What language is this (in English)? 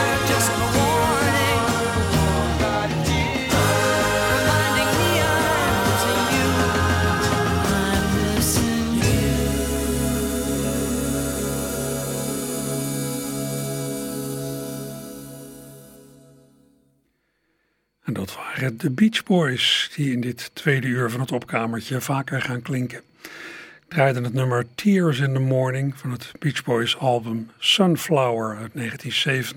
Dutch